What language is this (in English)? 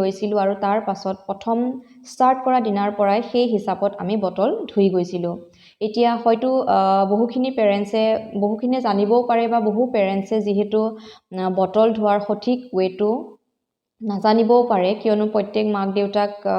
Assamese